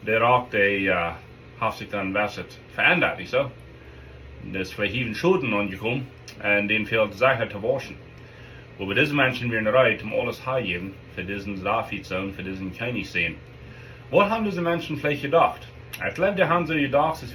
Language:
Plautdietsch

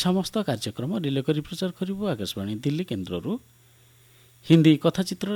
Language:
Odia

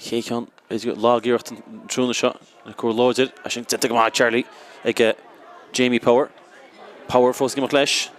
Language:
Irish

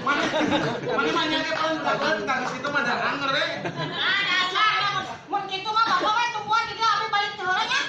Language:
Sundanese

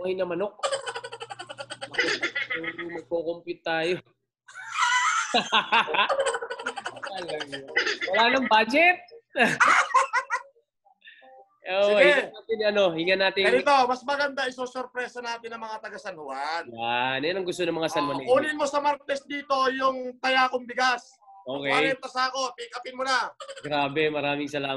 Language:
Filipino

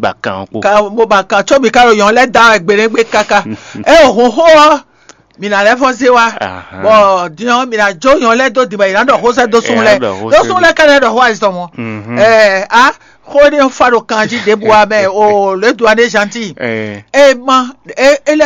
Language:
Fon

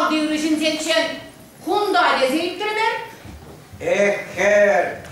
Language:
Chuvash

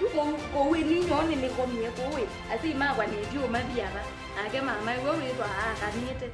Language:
Kamba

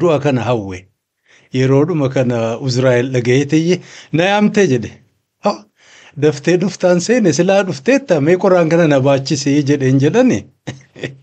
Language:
Oromo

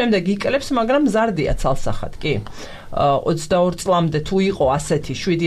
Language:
Georgian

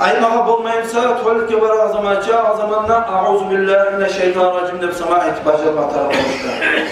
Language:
Kumyk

